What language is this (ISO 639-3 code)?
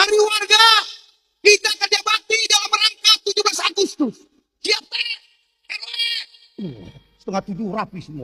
bew